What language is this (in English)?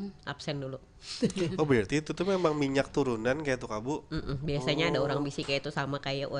Banjar